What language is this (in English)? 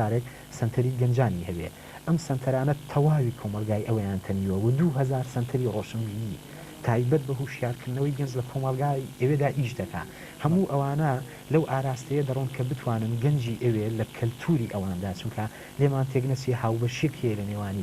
Central Kurdish